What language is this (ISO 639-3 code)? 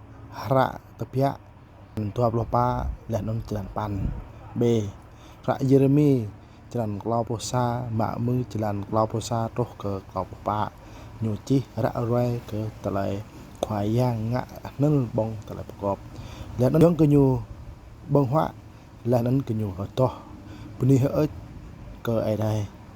jra